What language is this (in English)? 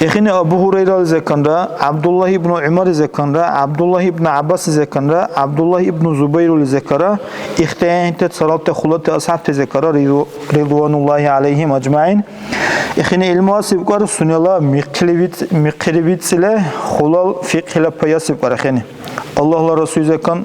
Dargwa